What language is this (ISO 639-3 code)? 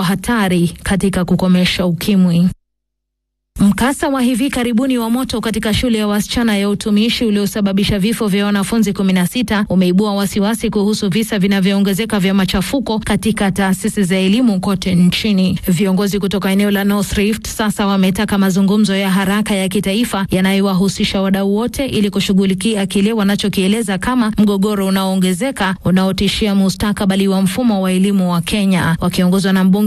swa